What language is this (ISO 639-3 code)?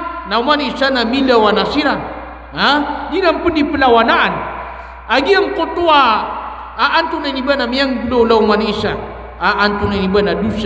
mrw